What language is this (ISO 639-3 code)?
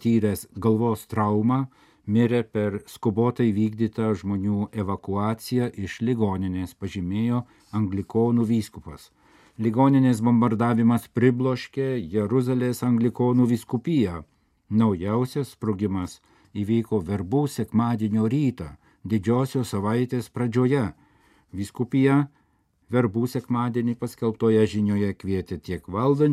lit